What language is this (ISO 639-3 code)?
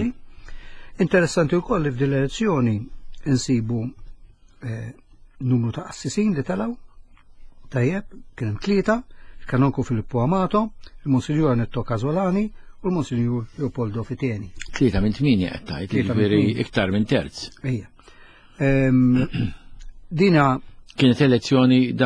mlt